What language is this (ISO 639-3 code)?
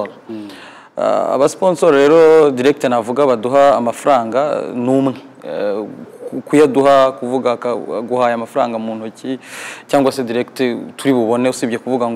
kin